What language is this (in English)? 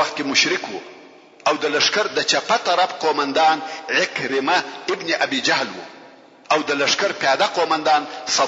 Pashto